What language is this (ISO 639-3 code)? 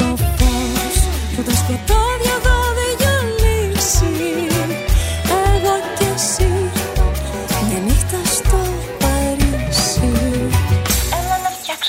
ell